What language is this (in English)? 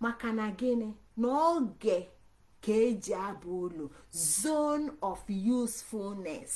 Igbo